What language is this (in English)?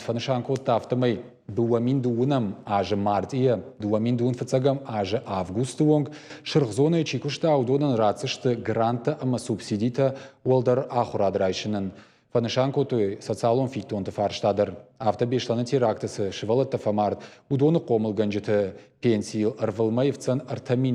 Ossetic